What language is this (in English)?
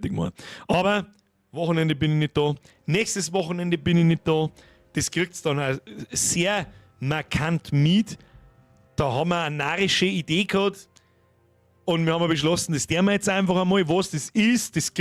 Bavarian